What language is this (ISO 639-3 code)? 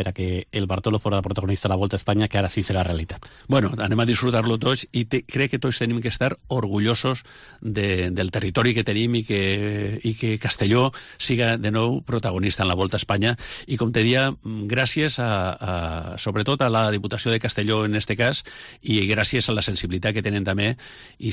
cat